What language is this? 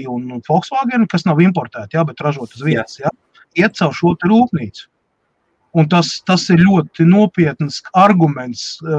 Latvian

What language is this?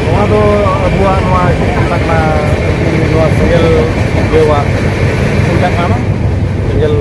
Santali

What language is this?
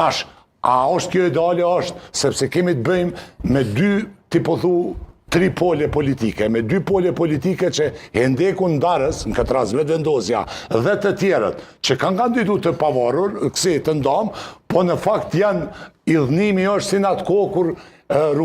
Albanian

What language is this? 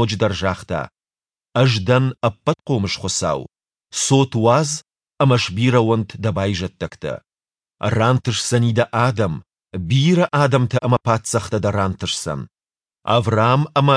Ossetic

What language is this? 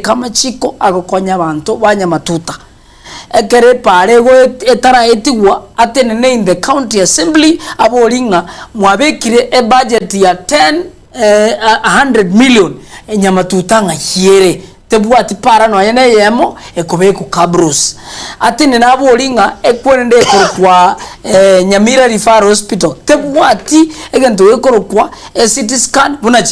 Gusii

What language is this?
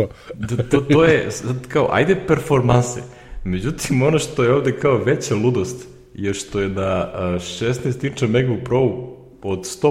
Serbian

